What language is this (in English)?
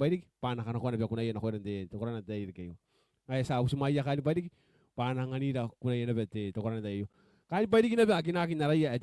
Gilbertese